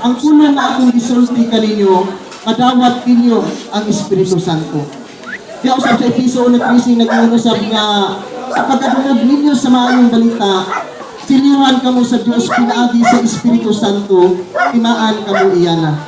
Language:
Cebuano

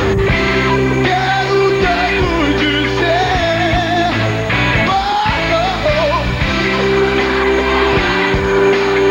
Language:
Portuguese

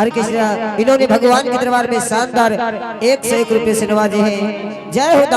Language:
Angika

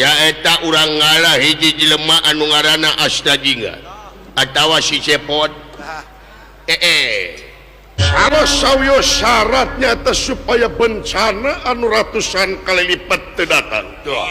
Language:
Sundanese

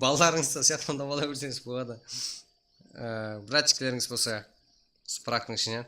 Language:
Kara-Kalpak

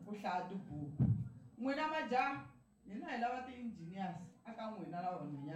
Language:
Tsonga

